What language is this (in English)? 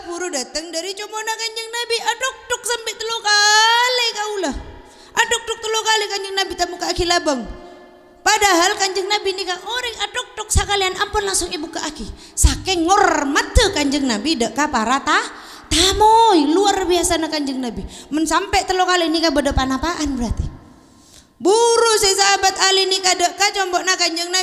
Madurese